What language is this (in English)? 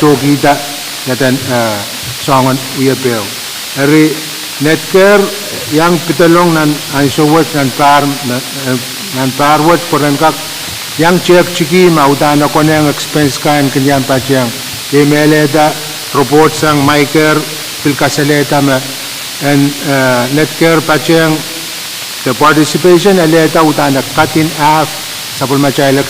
Pohnpeian